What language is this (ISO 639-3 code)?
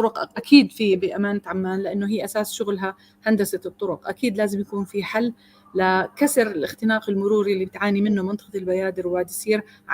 apc